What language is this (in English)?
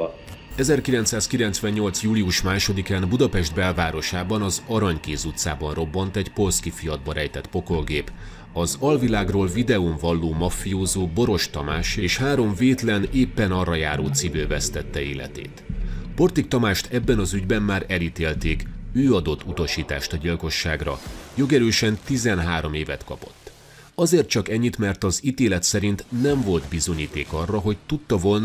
Hungarian